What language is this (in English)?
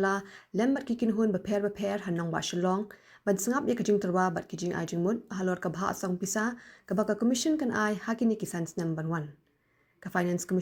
Khasi